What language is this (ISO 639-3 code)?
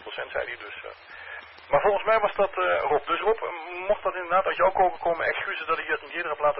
nld